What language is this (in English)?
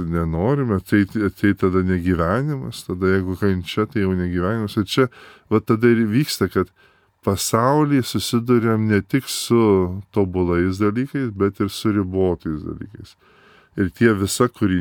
Lithuanian